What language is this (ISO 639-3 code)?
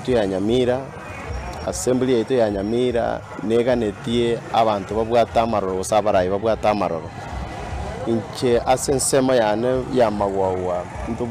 guz